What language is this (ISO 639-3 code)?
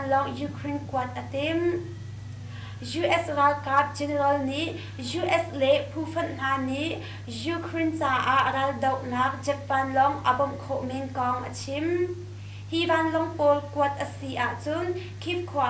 cnh